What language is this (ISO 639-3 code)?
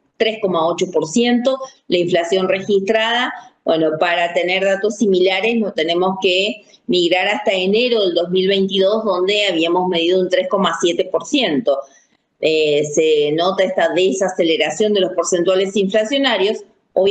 spa